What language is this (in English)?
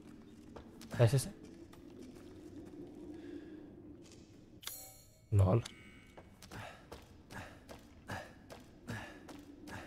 Romanian